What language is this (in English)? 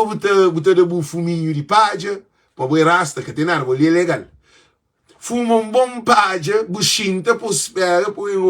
Kabuverdianu